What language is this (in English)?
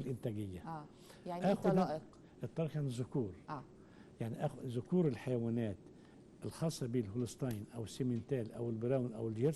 Egyptian Arabic